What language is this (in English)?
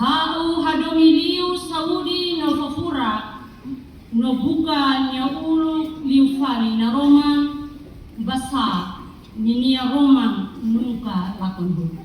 Tetum